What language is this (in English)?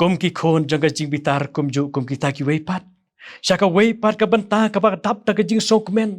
Khasi